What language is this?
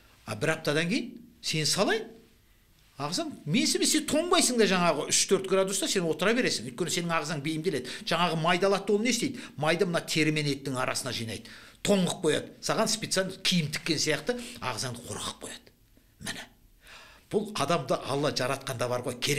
Kazakh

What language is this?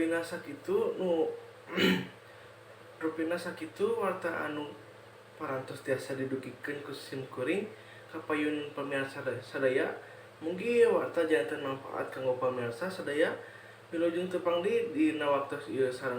Sundanese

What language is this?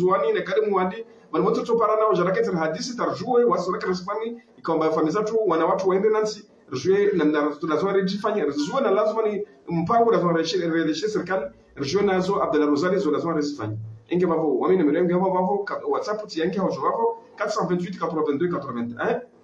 Ngazidja Comorian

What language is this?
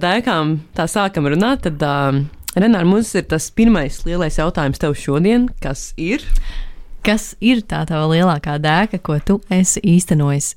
Latvian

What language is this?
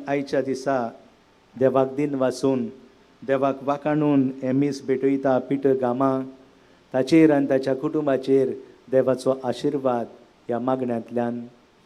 Konkani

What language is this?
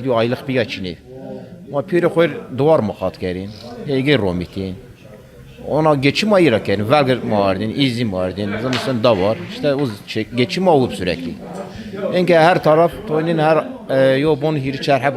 Zaza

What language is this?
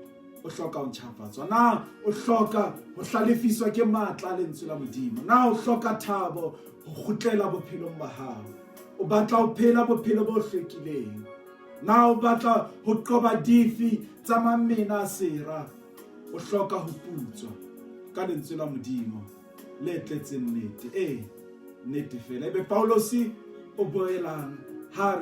Southern Sotho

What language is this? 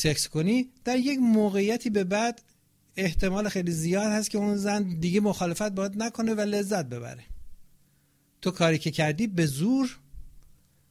Persian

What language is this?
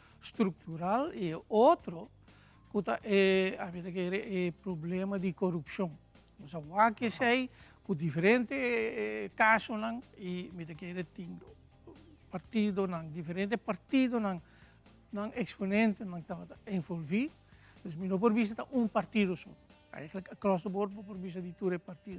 Papiamento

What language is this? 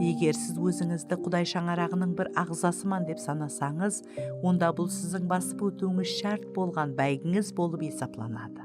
Kara-Kalpak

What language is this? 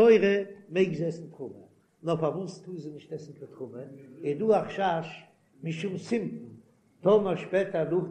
Yiddish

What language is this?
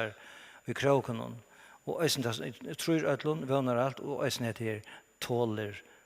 Faroese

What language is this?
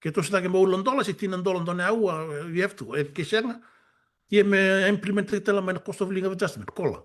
Fijian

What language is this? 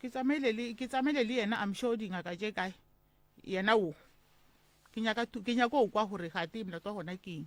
Northern Sotho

